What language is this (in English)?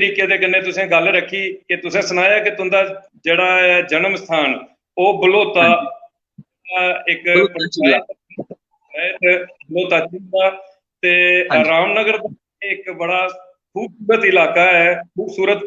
Dogri